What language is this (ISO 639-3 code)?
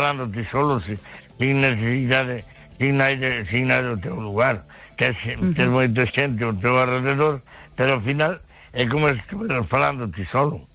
glg